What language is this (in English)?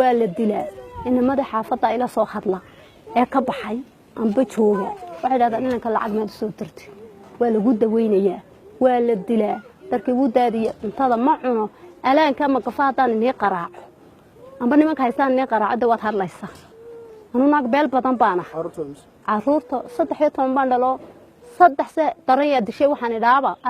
Somali